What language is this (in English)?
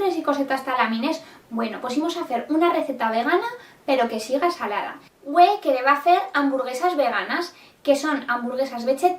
Aragonese